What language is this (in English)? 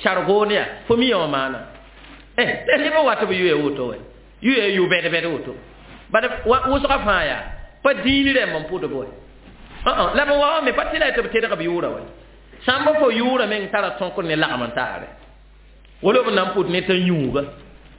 Mossi